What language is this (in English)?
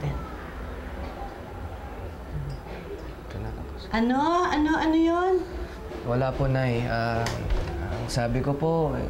Filipino